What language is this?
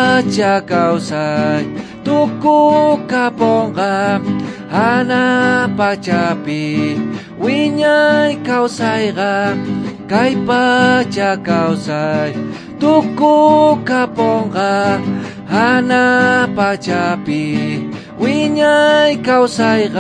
South Bolivian Quechua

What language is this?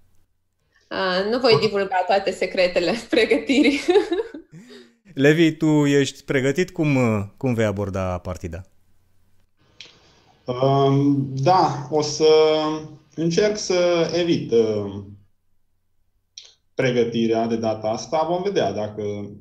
Romanian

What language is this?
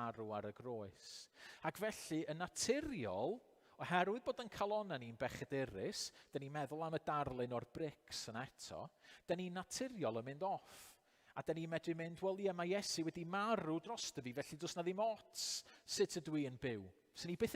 Welsh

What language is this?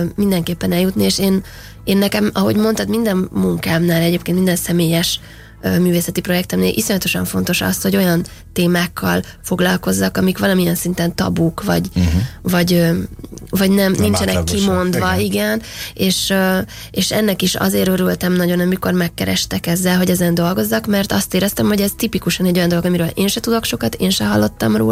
Hungarian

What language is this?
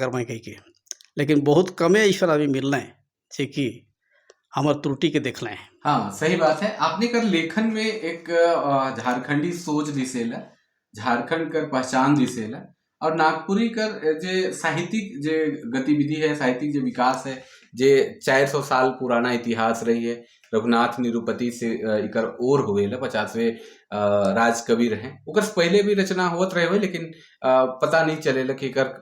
Sadri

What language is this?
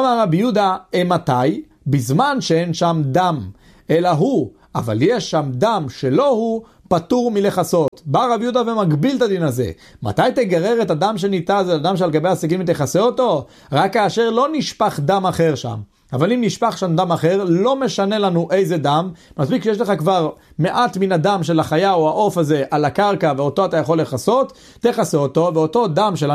Hebrew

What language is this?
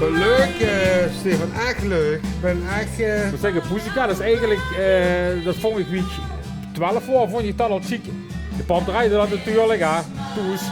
Limburgish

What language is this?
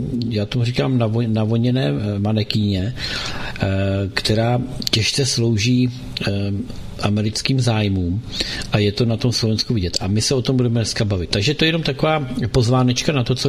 Czech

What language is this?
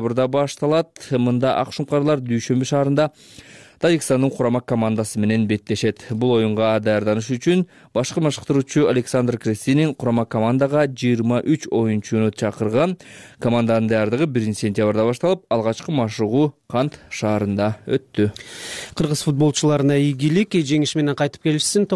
Kyrgyz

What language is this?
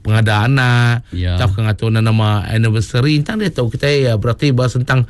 Iban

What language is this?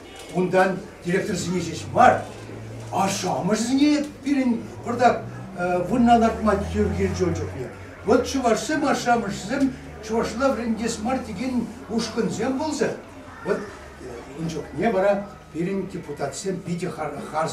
Chuvash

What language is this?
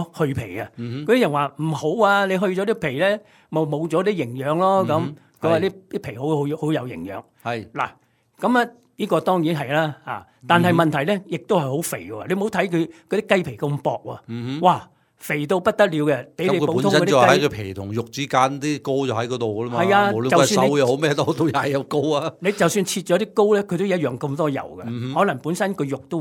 Cantonese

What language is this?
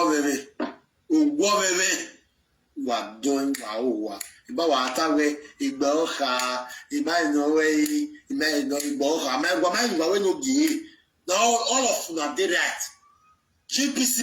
Nigerian Pidgin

